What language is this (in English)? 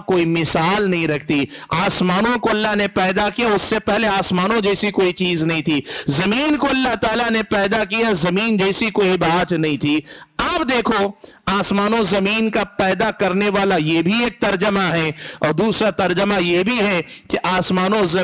Urdu